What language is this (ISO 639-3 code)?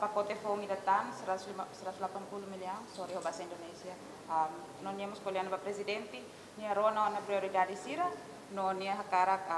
tet